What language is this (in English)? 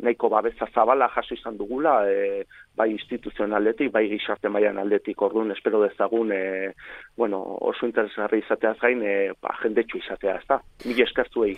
Basque